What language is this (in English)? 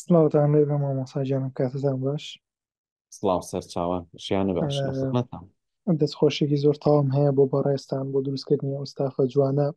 Central Kurdish